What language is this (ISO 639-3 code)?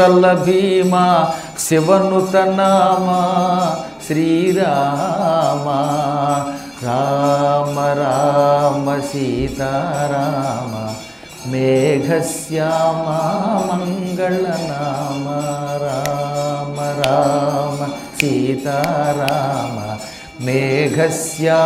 tel